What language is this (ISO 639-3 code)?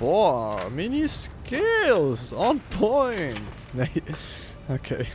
gsw